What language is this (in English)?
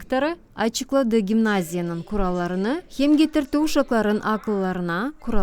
Gagauz